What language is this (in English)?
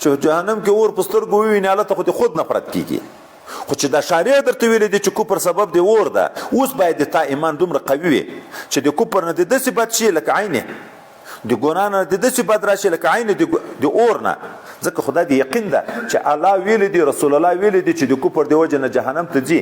Pashto